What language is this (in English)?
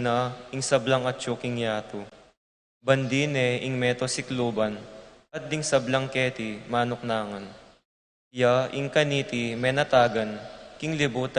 Pampanga